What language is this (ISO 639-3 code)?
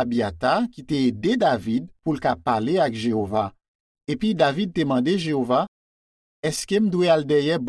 hat